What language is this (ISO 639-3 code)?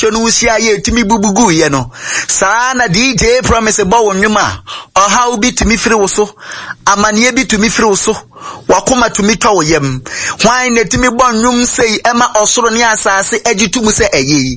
aka